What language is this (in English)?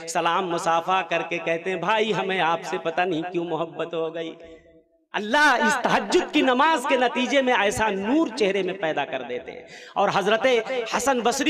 Urdu